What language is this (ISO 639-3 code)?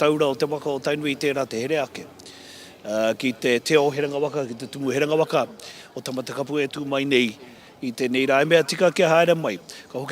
mri